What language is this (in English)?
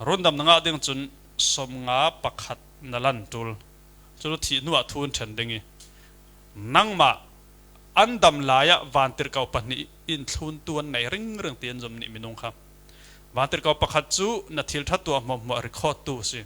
Falam Chin